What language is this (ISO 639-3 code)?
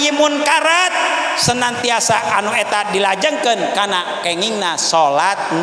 sun